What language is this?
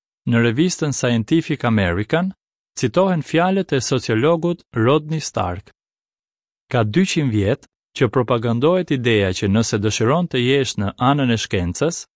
Albanian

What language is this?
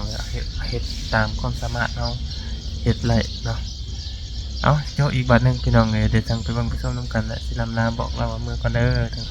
Lao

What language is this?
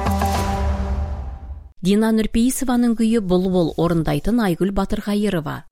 Kazakh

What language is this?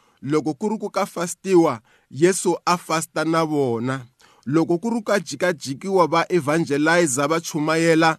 Tsonga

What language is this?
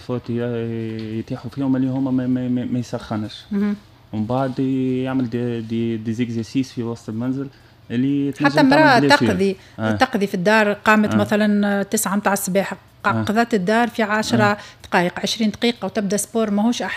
Tunisian Arabic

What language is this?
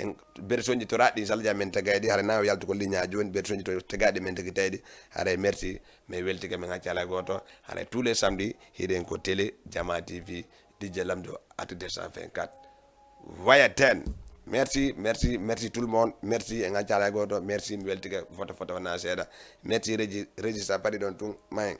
Fula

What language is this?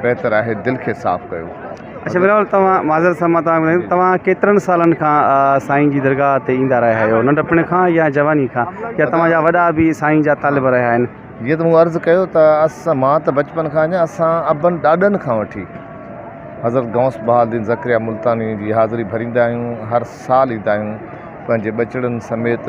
Sindhi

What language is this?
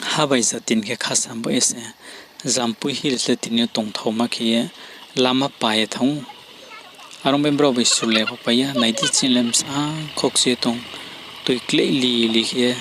Riang (India)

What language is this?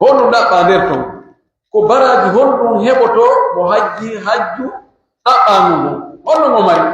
Pular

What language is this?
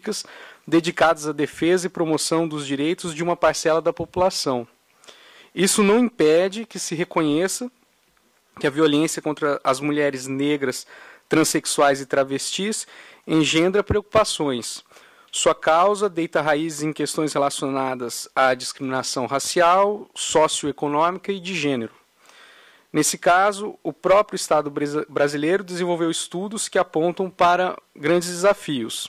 Portuguese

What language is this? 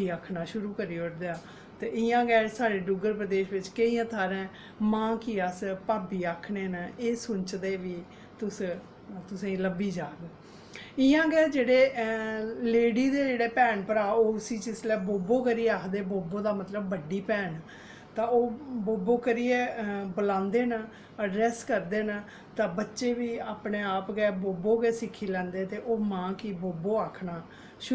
Dogri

